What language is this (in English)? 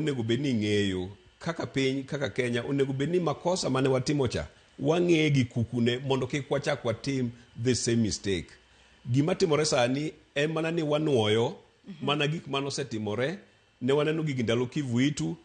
Luo (Kenya and Tanzania)